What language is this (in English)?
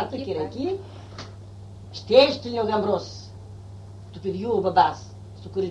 Greek